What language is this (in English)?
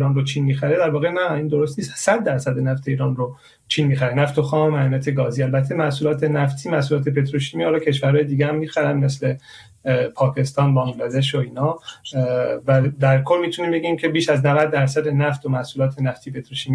Persian